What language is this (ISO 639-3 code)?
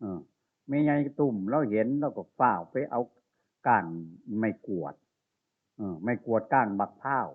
tts